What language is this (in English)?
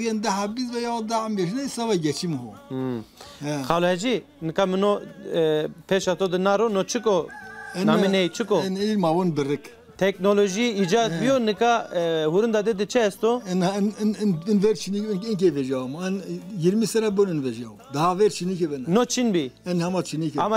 Zaza